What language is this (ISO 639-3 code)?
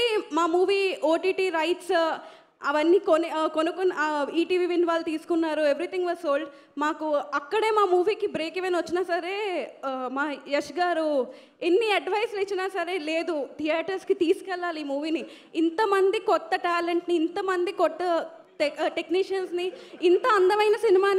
tel